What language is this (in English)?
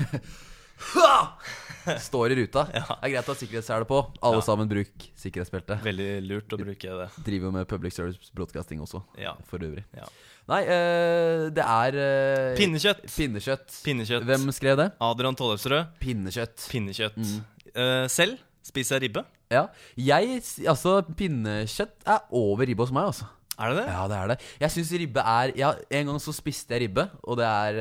Norwegian